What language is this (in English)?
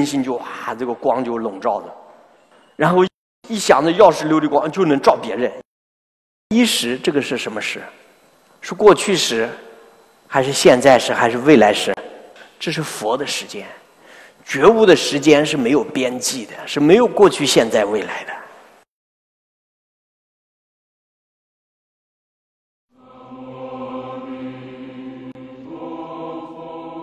Chinese